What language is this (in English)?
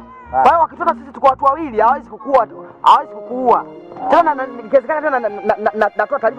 Swahili